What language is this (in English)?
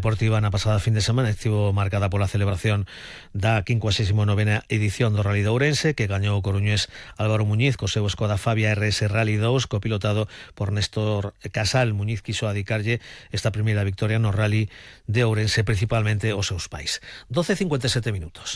Galician